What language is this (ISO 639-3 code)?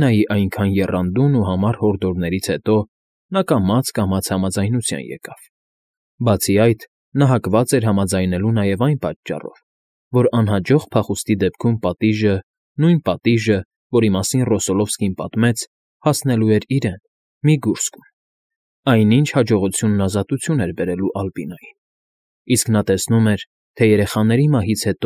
hye